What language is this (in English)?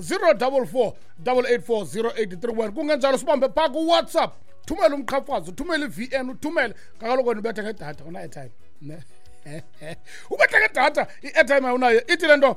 Xhosa